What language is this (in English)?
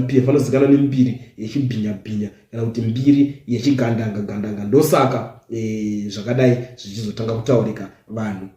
Shona